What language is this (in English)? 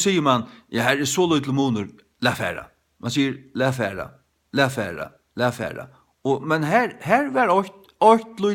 Faroese